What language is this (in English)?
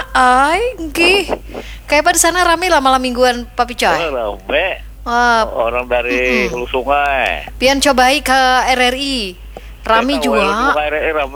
Banjar